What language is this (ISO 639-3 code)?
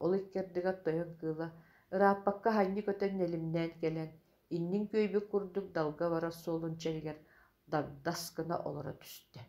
sah